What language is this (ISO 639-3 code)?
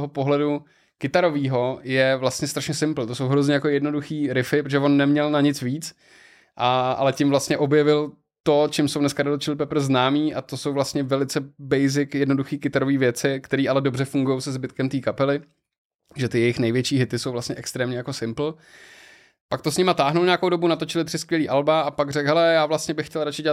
ces